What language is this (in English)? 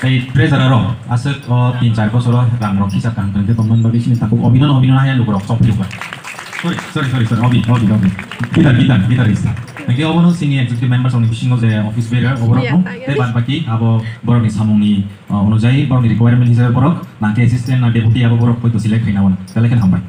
Kok Borok